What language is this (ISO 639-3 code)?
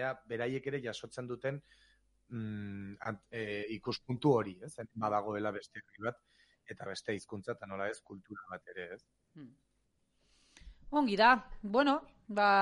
eus